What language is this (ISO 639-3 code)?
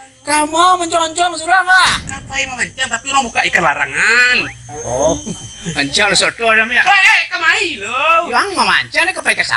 min